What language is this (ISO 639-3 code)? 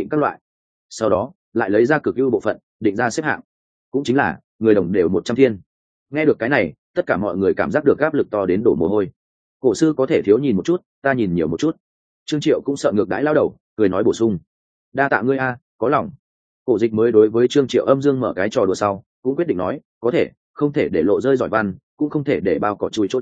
vie